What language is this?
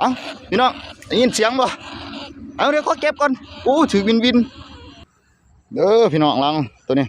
Northeastern Thai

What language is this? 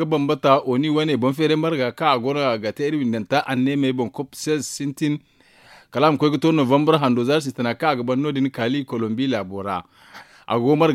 Zarma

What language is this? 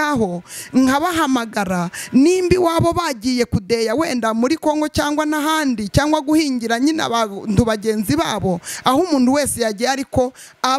Kinyarwanda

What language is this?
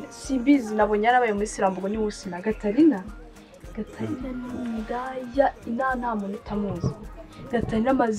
Kinyarwanda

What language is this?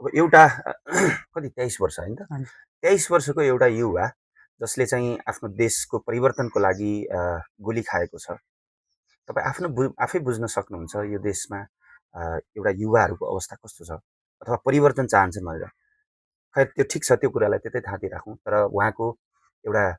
Nepali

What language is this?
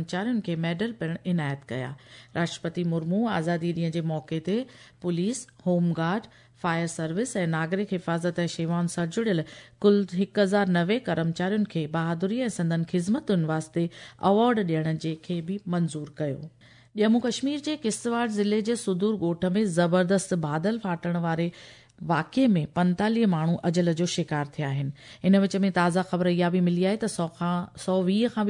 Sindhi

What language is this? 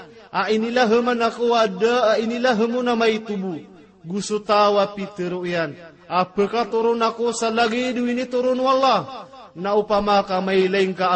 Maranao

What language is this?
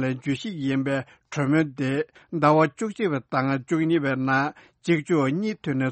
Tibetan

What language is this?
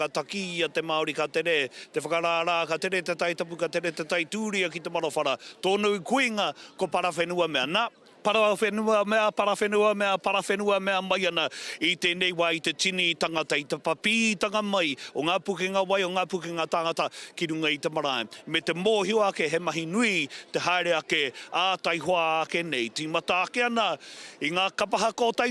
Māori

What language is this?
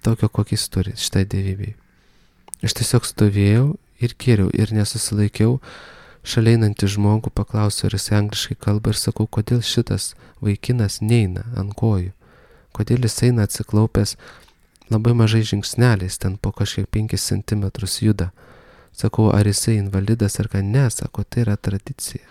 Lithuanian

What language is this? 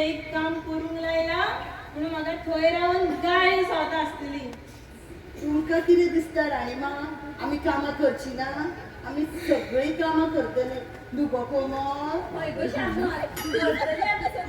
Konkani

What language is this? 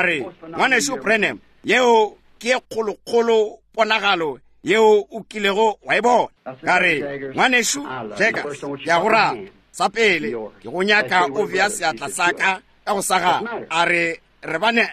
Northern Sotho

